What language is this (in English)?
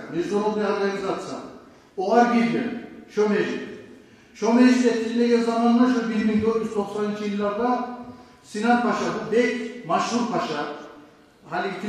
Kumyk